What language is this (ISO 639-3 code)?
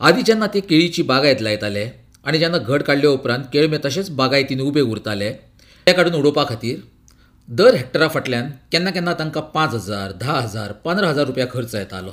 kok